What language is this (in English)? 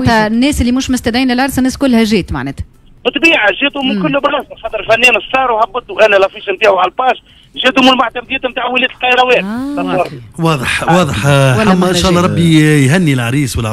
Tunisian Arabic